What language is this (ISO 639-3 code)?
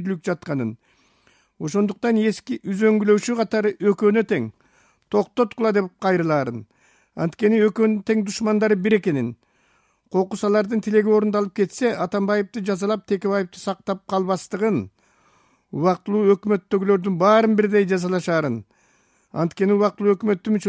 kir